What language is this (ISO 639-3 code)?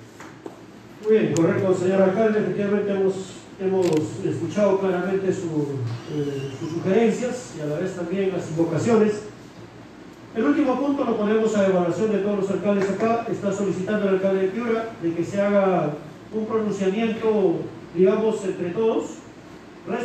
spa